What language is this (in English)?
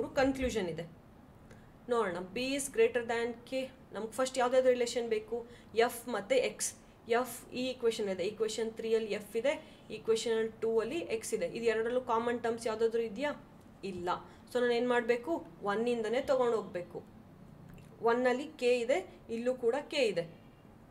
Kannada